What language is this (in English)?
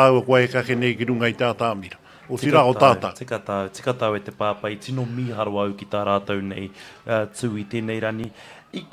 Māori